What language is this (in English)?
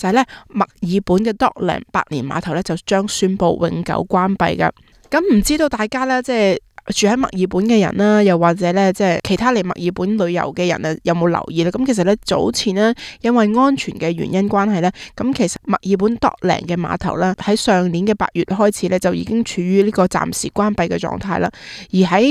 Cantonese